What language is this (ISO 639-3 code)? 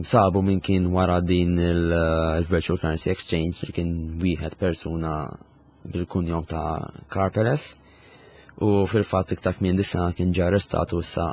mlt